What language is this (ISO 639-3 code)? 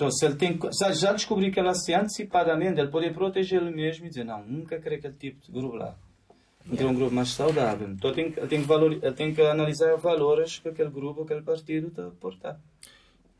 kea